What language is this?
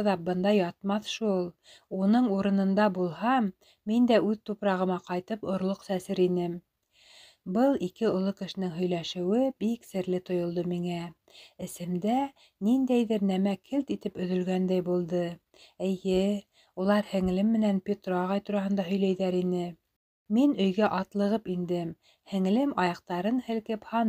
Bashkir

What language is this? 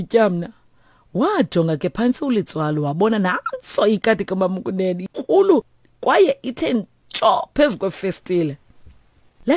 Xhosa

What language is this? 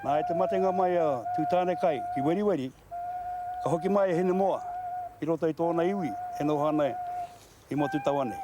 Māori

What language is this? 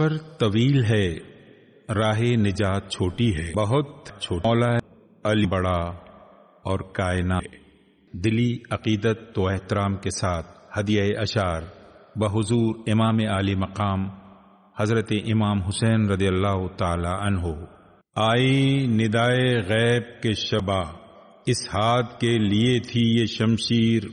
Urdu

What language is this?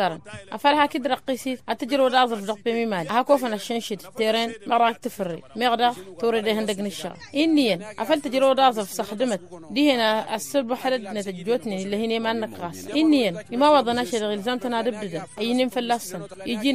Tamasheq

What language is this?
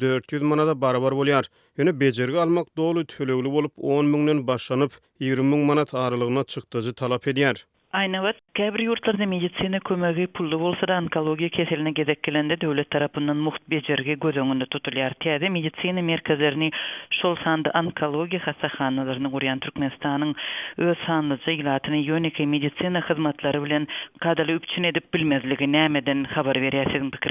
Turkmen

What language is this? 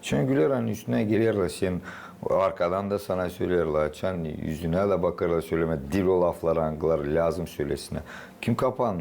Gagauz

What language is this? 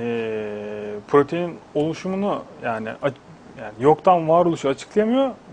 Turkish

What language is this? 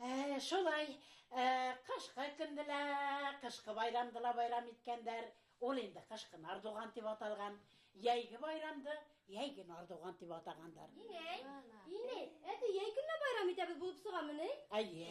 Bashkir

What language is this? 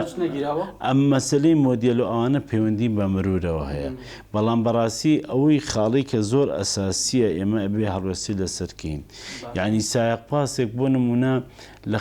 Central Kurdish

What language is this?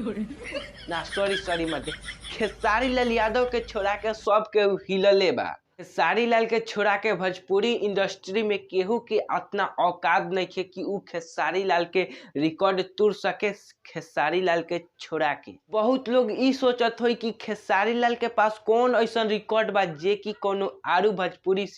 Bhojpuri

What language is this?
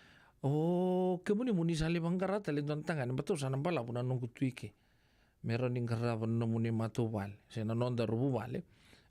Fijian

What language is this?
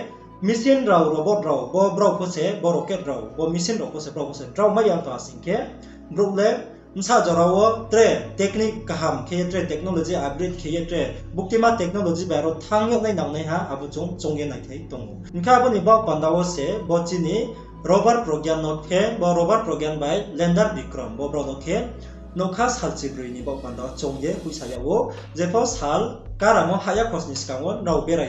Riang (India)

